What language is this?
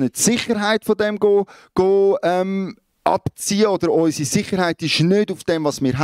Swiss German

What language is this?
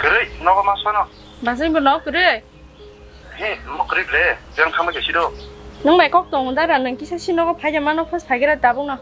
Kok Borok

